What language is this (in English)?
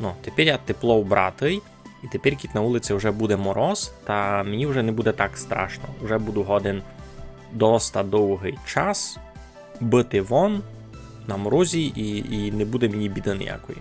Rusyn